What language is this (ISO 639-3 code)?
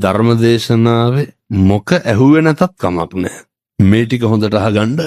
sin